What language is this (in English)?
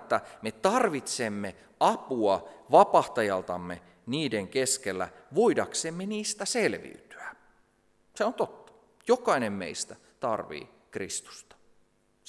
Finnish